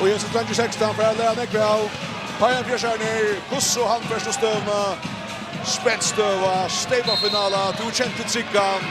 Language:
Faroese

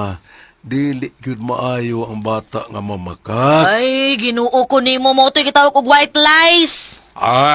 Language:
Cebuano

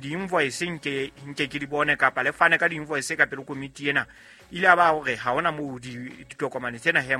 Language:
Southern Sotho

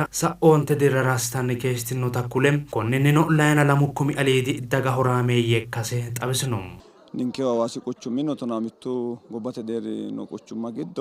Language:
Sidamo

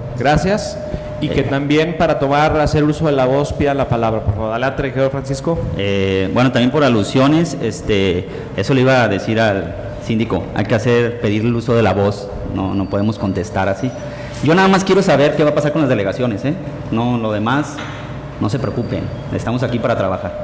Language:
Spanish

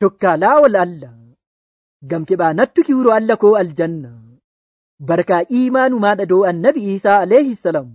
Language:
Nigerian Fulfulde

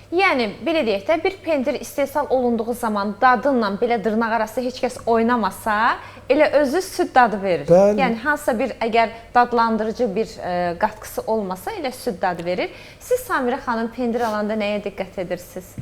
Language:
Azerbaijani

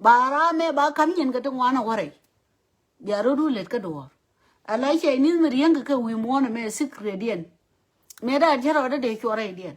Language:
Nuer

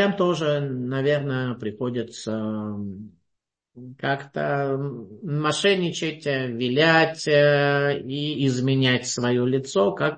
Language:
Russian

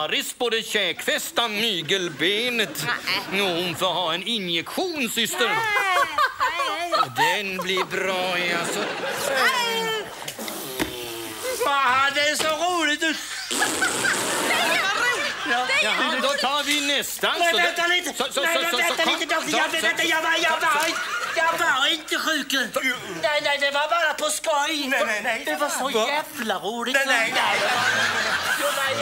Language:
Swedish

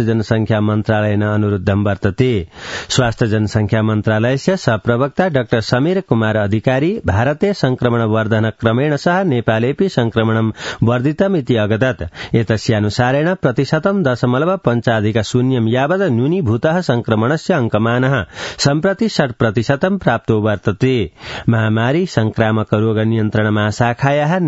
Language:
Sanskrit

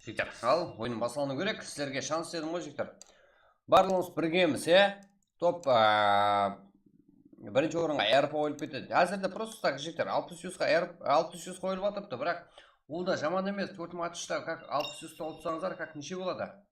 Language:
Kara-Kalpak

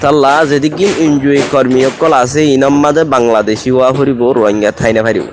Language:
Rohingya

